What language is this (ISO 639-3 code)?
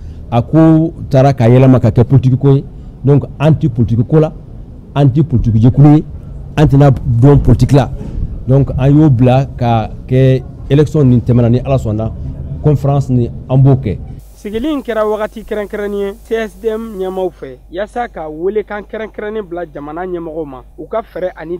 bam